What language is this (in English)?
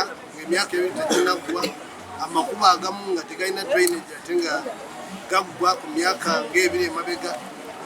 Ganda